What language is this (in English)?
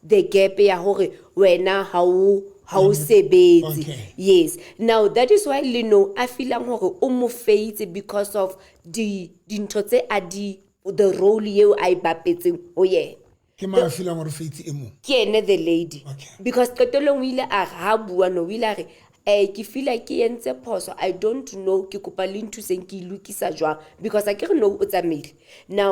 Southern Sotho